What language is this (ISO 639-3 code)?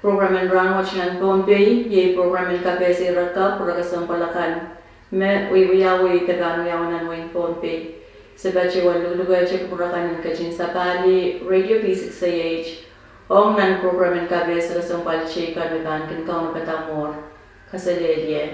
pon